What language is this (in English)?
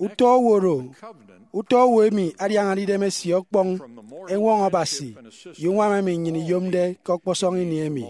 Efik